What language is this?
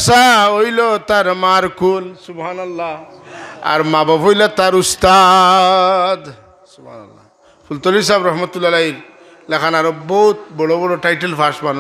Sylheti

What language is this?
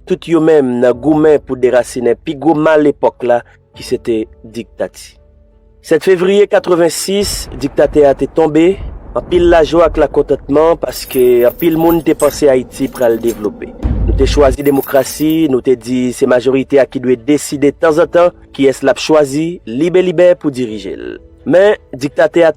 Haitian Creole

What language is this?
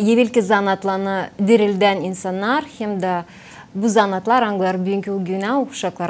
Gagauz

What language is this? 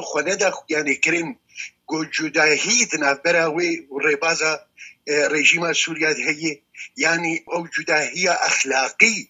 Kurdish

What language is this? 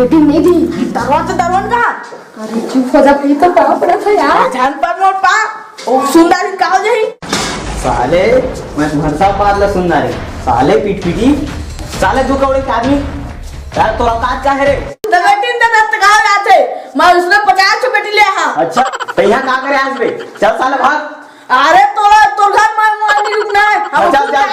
Chhattisgarhi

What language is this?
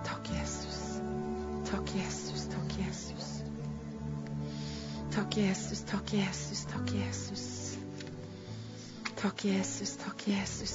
Norwegian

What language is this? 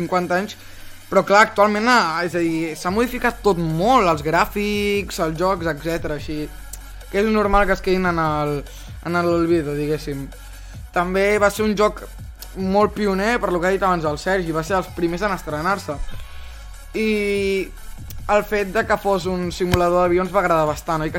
Catalan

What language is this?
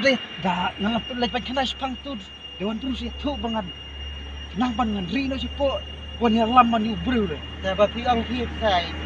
Khasi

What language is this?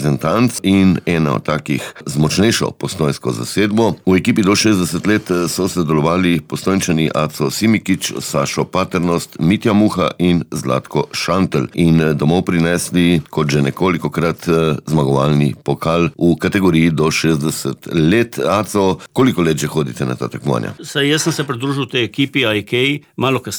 Slovenian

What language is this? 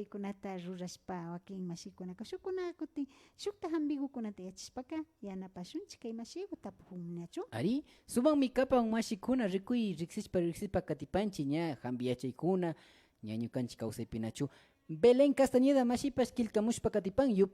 Imbabura Highland Quichua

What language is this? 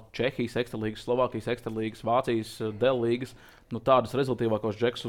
Latvian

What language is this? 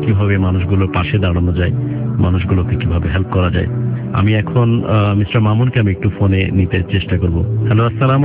Bangla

